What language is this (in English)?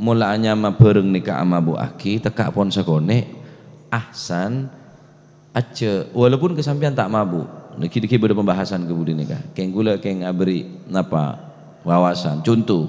Madurese